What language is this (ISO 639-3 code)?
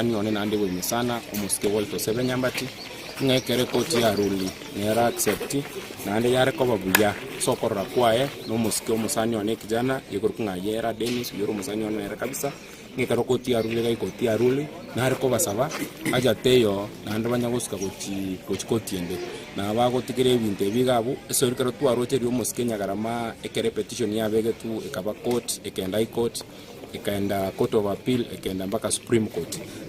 guz